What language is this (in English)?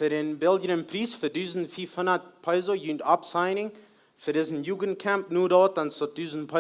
Plautdietsch